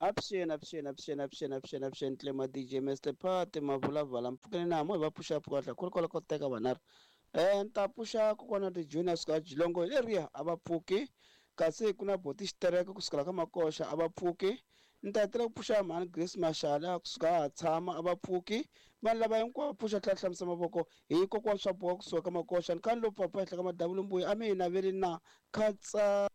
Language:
Tsonga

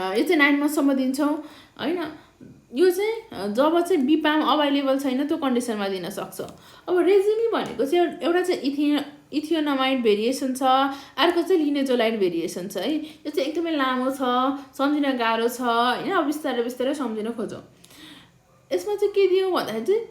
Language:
Nepali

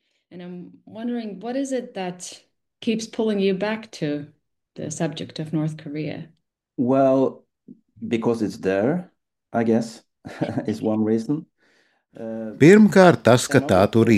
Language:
Latvian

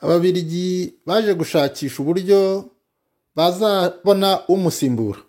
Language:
Kinyarwanda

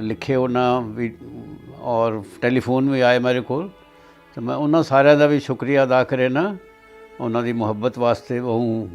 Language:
Saraiki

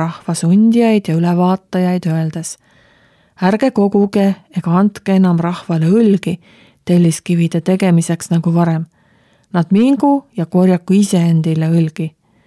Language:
Estonian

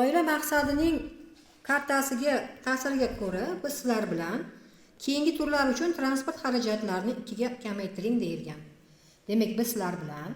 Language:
Uzbek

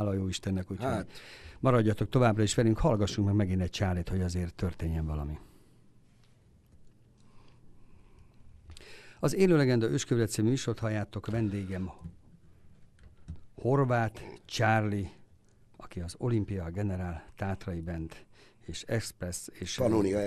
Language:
Hungarian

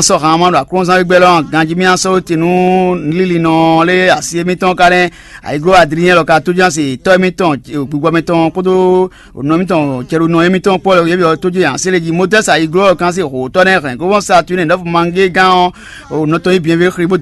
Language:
Fon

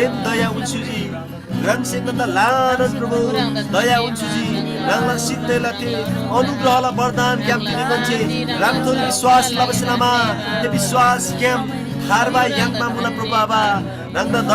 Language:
Eastern Tamang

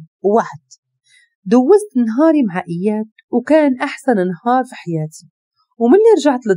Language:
Moroccan Arabic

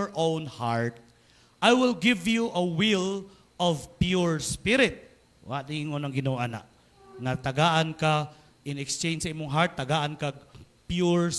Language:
Cebuano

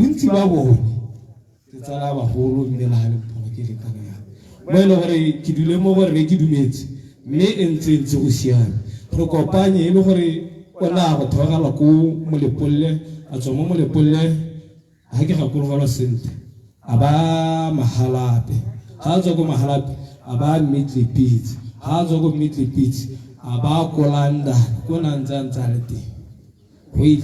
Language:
Tswana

